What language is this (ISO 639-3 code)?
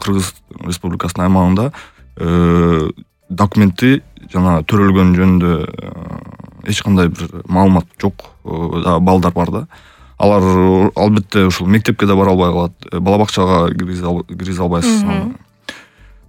kir